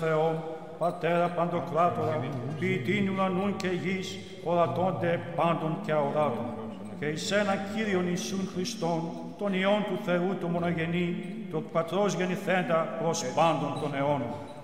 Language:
Greek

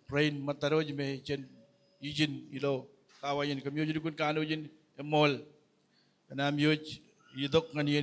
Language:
Marshallese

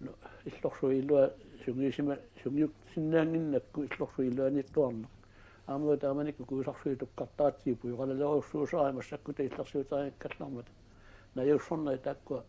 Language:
Kalaallisut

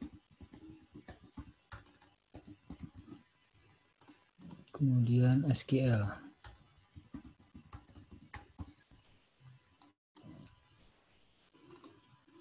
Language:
Indonesian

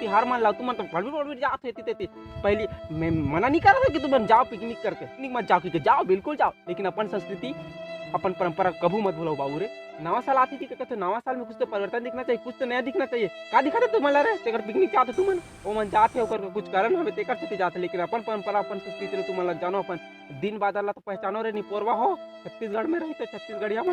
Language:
Chhattisgarhi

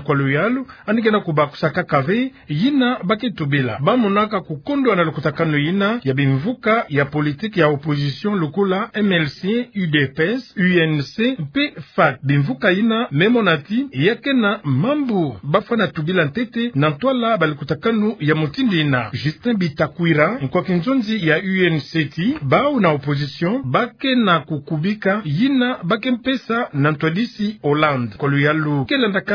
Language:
Kituba (Democratic Republic of Congo)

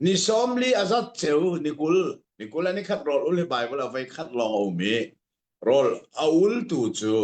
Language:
Hakha Chin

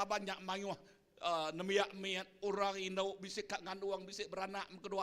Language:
Iban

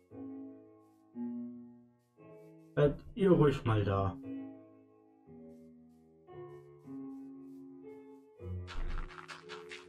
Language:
German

